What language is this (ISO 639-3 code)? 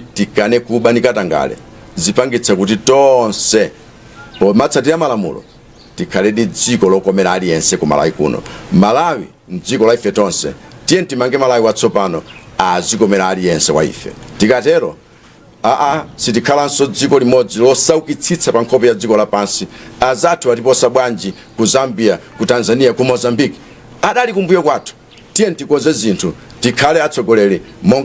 nya